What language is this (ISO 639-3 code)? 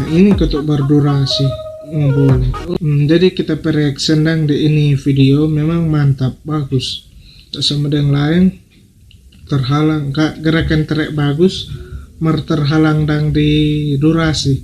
xmm